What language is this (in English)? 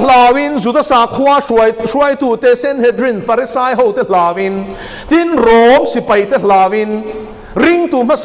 Mizo